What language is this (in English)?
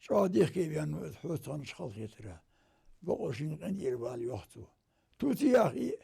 Ingush